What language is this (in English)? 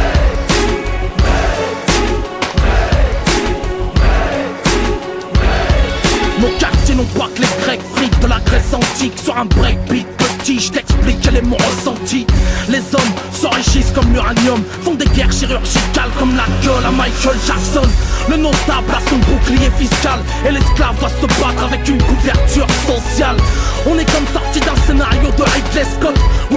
French